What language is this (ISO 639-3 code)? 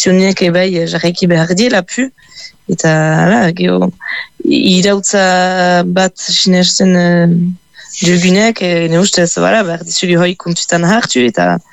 eus